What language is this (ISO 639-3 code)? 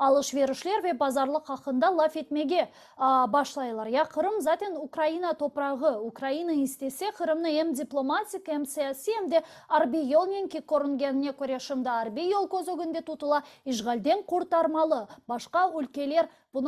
crh